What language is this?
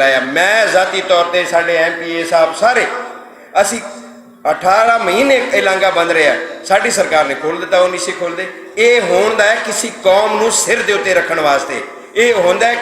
Western Panjabi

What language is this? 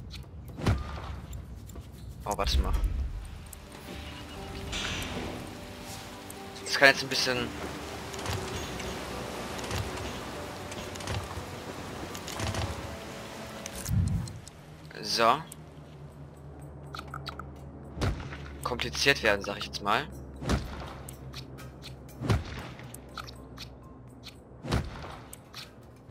German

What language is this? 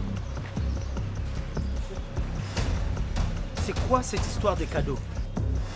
French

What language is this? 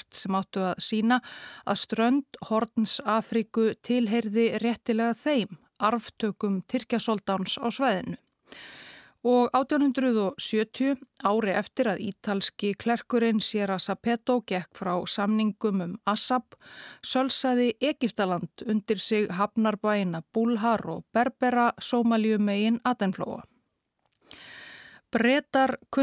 Icelandic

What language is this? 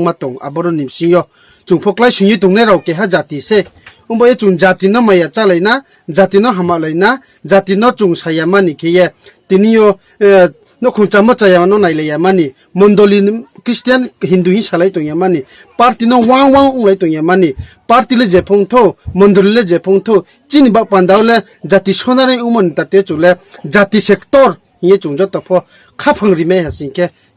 Riang (India)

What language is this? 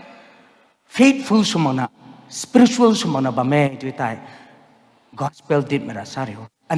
Rongmei Naga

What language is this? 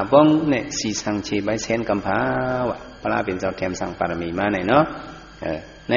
Shan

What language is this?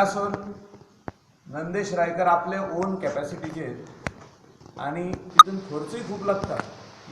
Konkani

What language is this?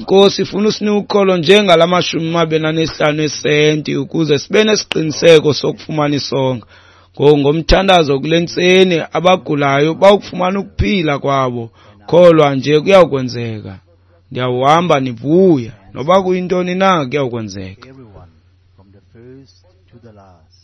Xhosa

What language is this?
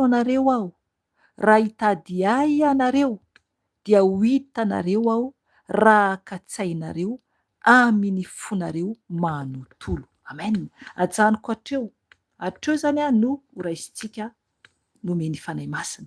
Malagasy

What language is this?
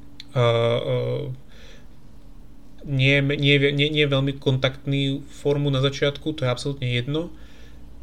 Slovak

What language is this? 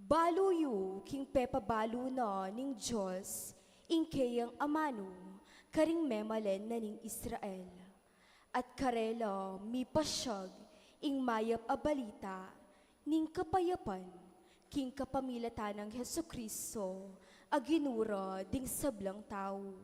Pampanga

